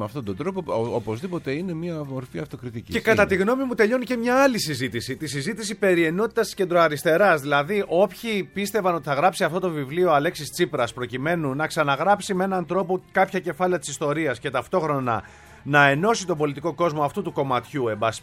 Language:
Greek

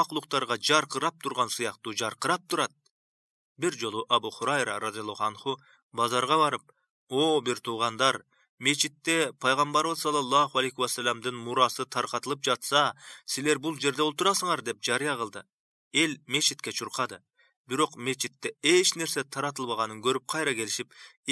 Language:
Kyrgyz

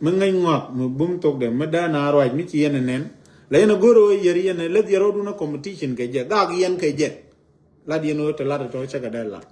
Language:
Nuer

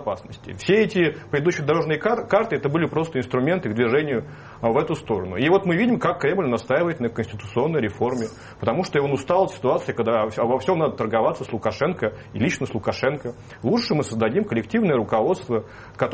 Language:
Russian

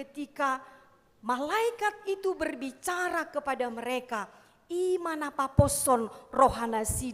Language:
Batak Toba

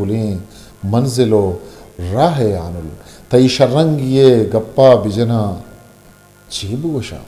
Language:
Eastern Balochi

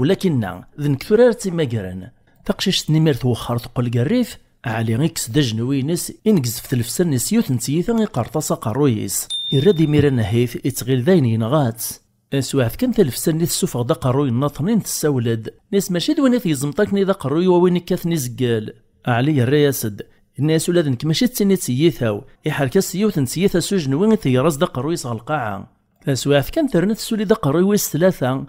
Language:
Kabyle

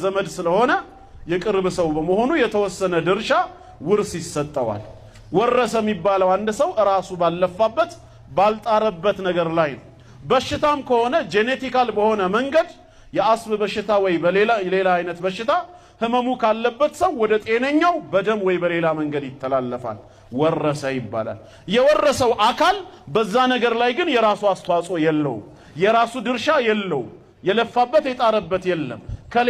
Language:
Amharic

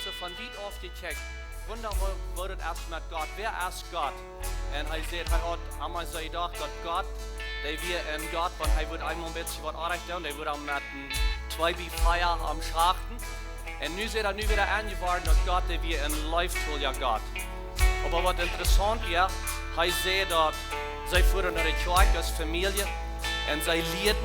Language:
Plautdietsch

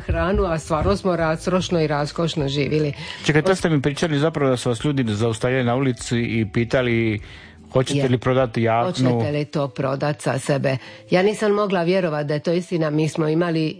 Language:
Croatian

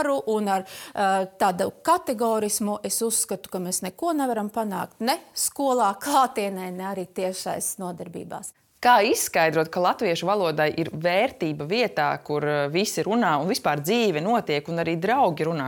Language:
Latvian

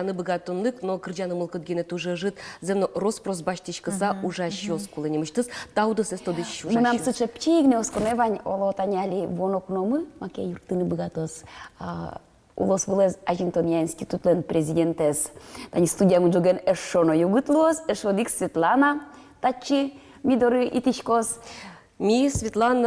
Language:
Udmurt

